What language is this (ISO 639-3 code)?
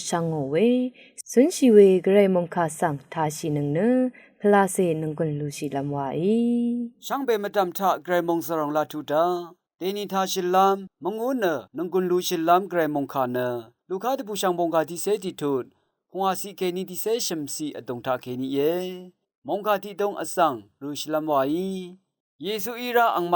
raw